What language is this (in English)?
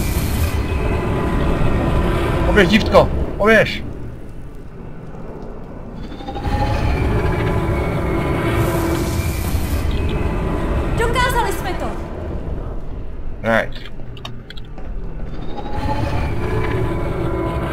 Czech